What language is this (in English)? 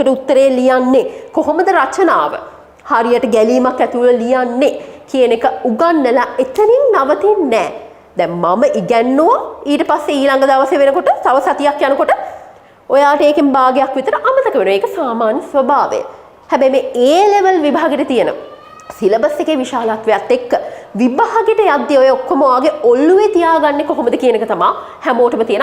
Sinhala